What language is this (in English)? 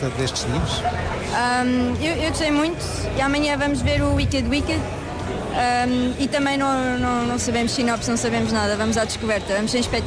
Portuguese